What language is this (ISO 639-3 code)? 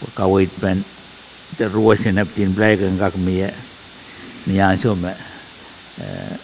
pon